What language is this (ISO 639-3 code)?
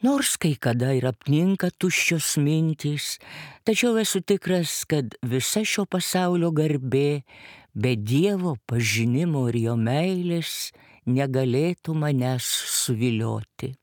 lit